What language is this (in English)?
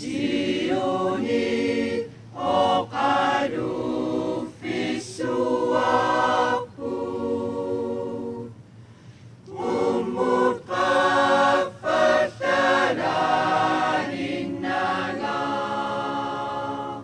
Kalaallisut